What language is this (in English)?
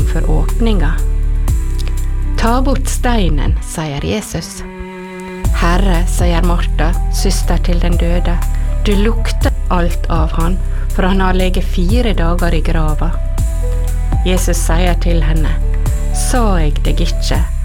Norwegian